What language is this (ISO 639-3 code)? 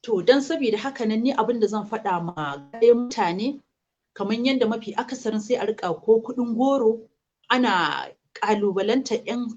hau